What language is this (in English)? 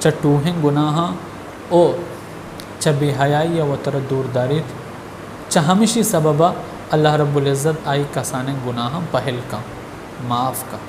Baluchi